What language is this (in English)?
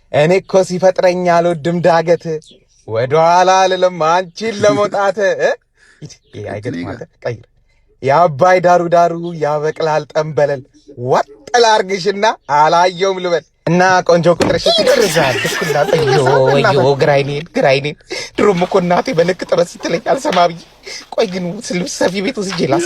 Amharic